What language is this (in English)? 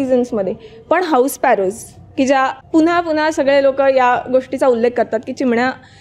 Marathi